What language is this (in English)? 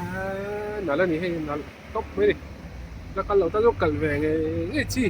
Mizo